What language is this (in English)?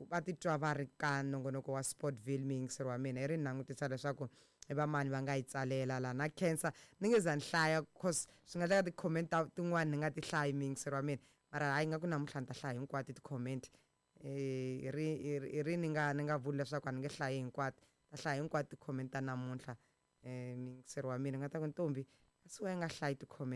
Tsonga